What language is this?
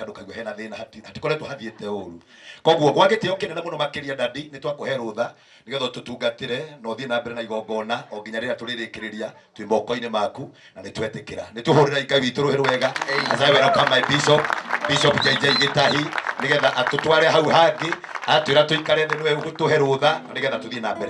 Kikuyu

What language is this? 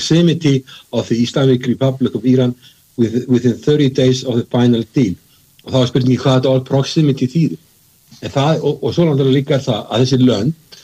Icelandic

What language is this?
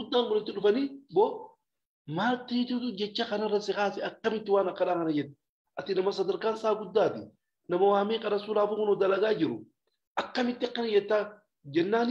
Oromo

